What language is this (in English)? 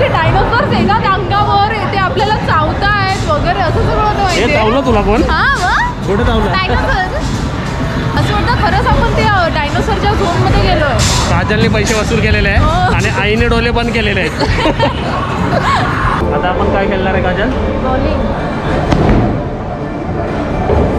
Marathi